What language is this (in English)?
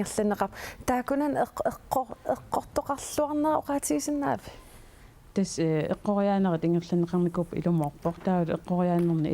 Kalaallisut